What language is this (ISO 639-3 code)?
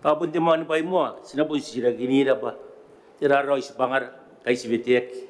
gil